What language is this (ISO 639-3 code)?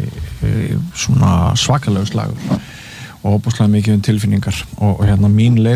isl